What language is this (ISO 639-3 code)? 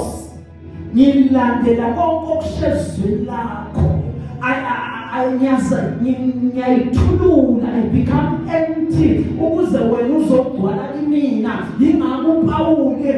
zul